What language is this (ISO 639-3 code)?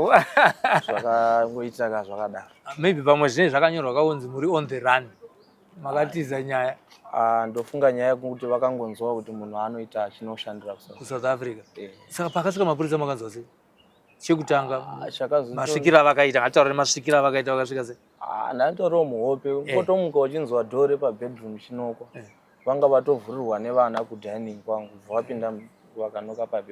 sna